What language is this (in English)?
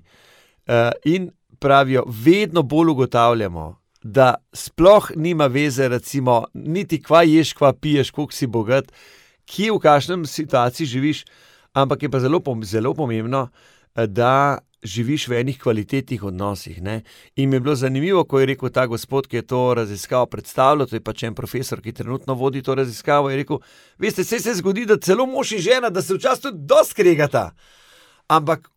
Slovenian